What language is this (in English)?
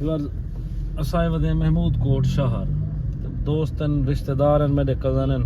Saraiki